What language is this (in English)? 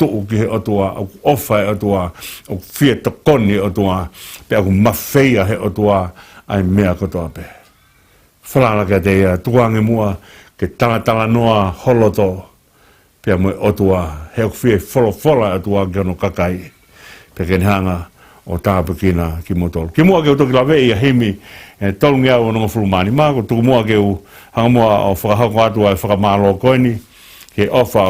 Tongan